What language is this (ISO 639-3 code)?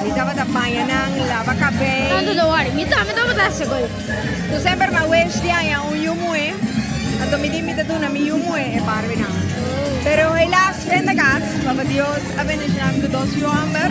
pap